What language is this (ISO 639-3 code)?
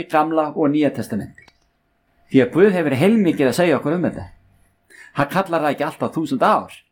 isl